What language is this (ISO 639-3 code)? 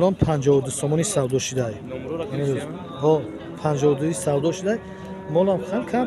tgk